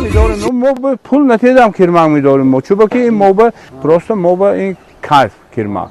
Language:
Tajik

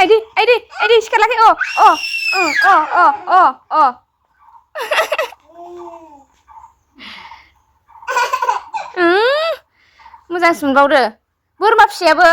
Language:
Bodo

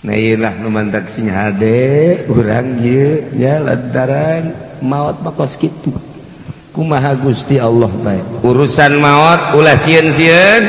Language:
Sundanese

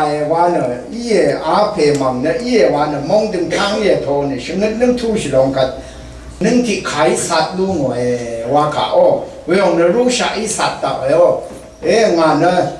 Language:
Rawang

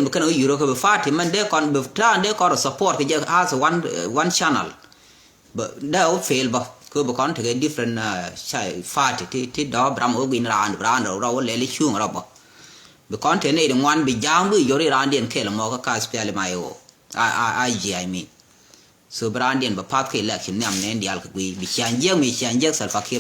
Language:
Nuer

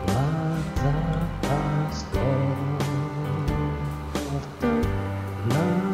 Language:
Italian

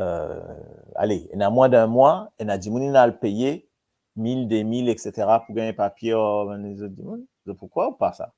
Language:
Morisyen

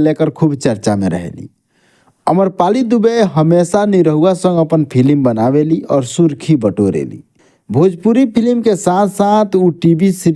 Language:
Bhojpuri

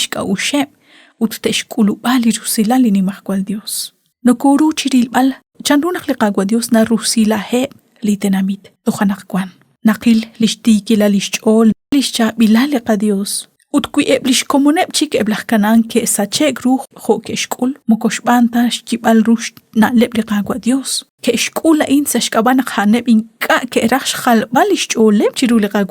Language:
Kekchí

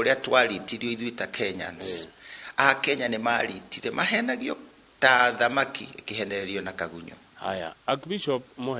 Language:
Kikuyu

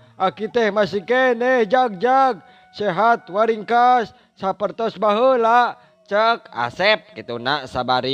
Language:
Sundanese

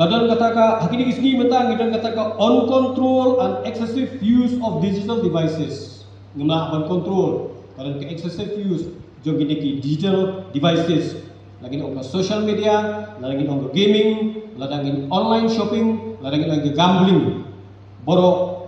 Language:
Khasi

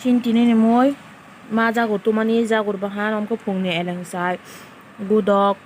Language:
Kok Borok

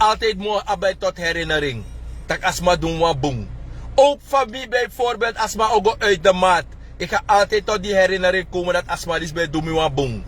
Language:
Sranan Tongo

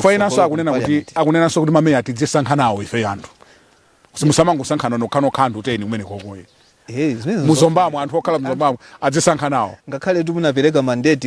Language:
Nyanja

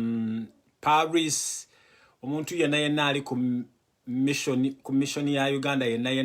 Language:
Ganda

